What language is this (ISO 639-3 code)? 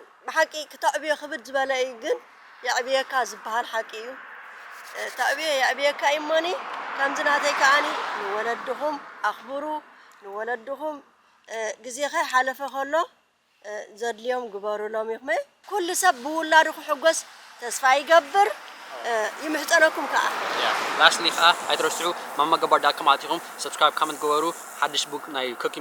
tir